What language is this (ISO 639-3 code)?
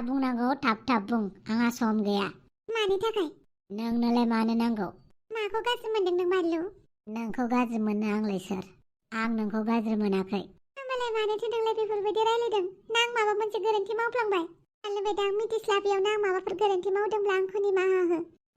brx